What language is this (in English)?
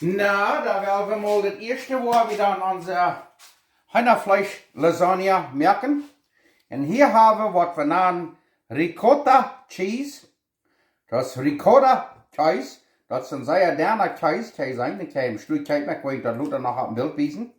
Plautdietsch